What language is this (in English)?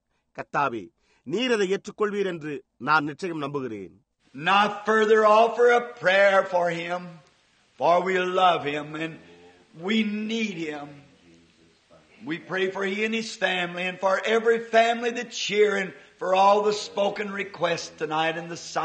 Tamil